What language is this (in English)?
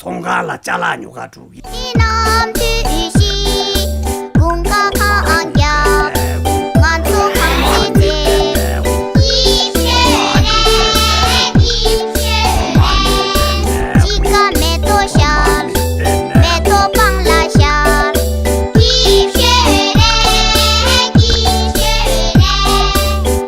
Tibetan